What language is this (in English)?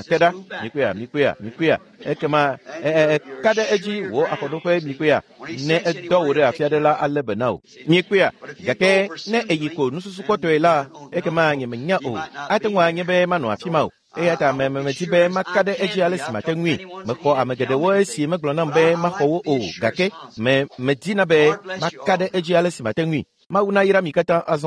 Ewe